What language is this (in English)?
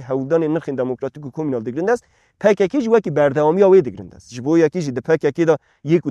Kurdish